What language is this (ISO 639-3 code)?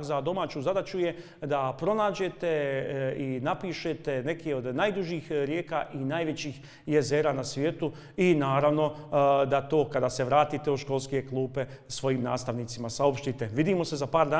bos